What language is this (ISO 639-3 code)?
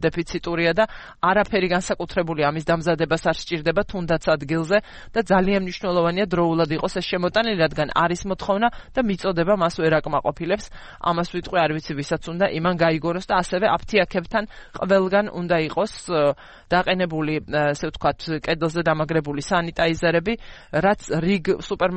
kat